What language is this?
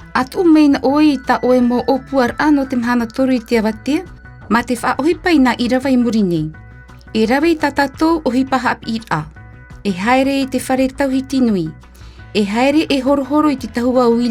Tahitian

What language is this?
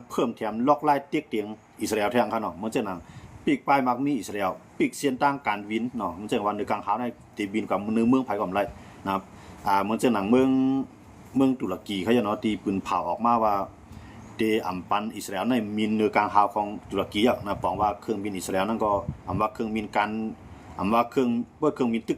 Shan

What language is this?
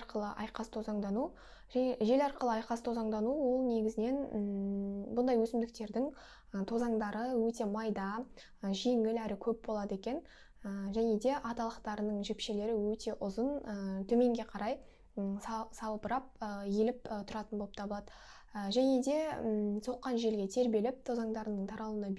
Kazakh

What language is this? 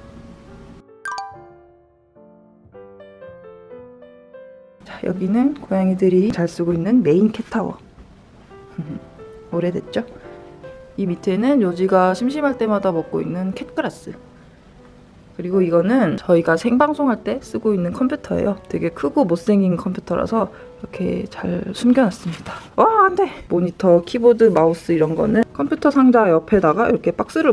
Korean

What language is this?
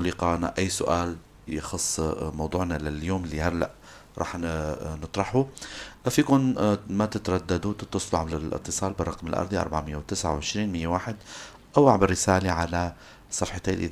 North Levantine Arabic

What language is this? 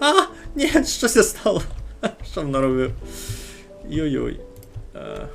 Rusyn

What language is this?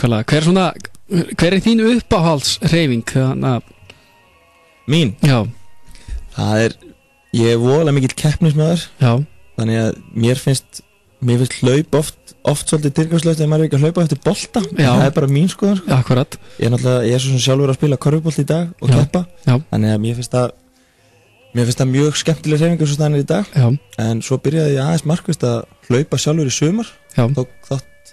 Icelandic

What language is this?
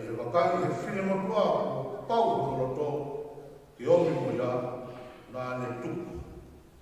Tongan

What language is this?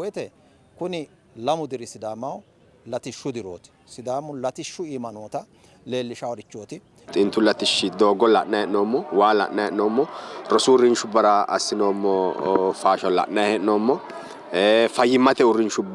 Sidamo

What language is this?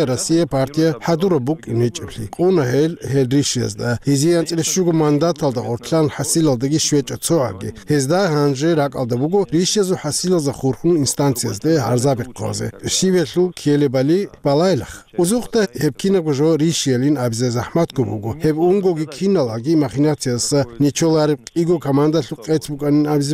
Avaric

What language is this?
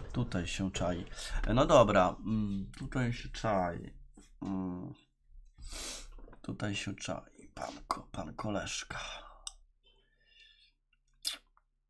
Polish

